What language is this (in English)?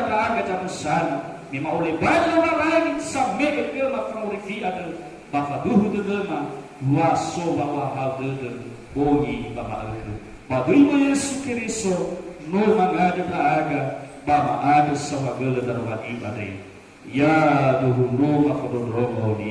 Nias